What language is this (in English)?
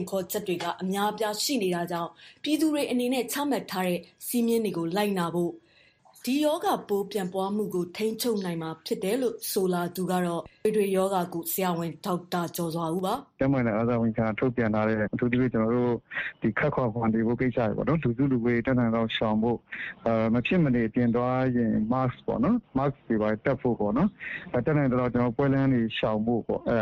Burmese